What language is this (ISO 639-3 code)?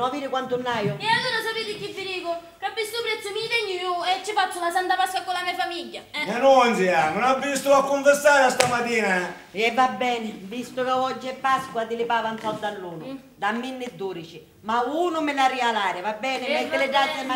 scn